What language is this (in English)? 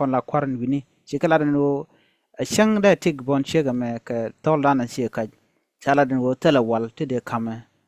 Nuer